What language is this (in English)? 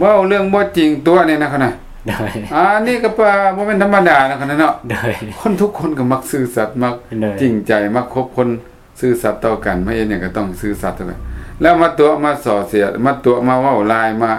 Lao